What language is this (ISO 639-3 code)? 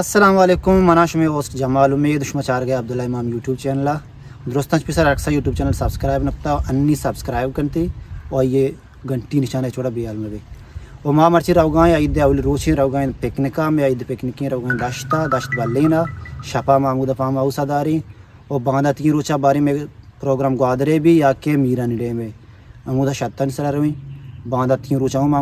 bal